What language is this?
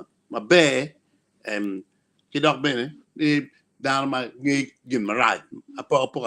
Acoli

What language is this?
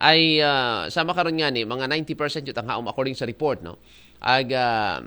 Aklanon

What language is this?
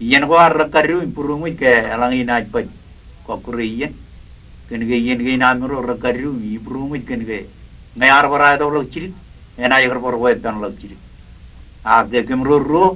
Marshallese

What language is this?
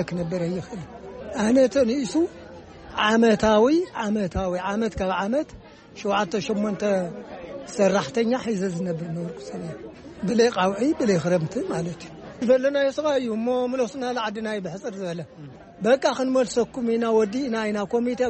Tigrinya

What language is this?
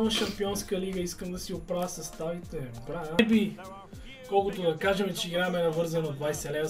Bulgarian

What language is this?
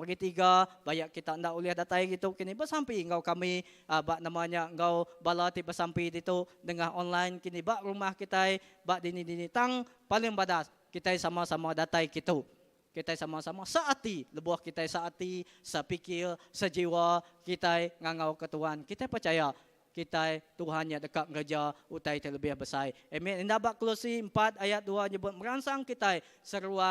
Iban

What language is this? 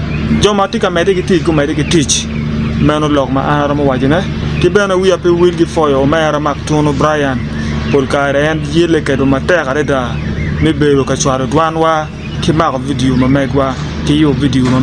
Acoli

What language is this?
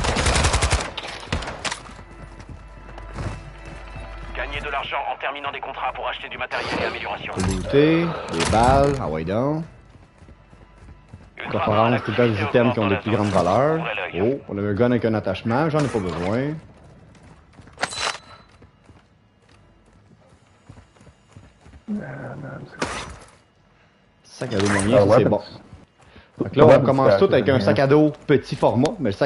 French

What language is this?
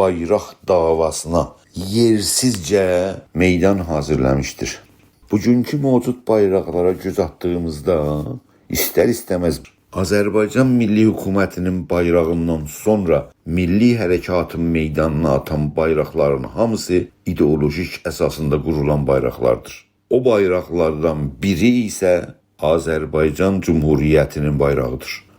South Azerbaijani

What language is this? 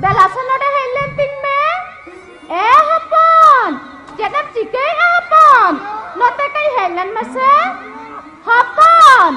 Santali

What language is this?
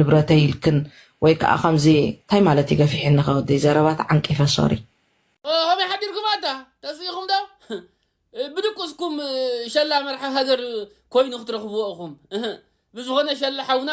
Tigrinya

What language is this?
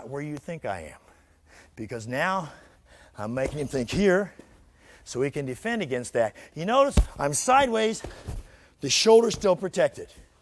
English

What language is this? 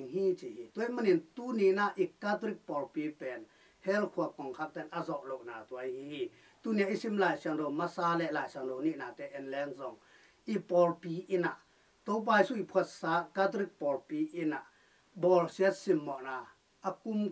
Tedim Chin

